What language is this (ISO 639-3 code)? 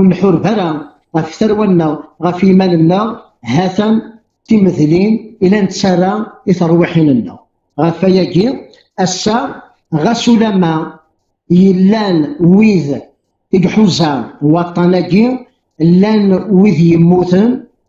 kab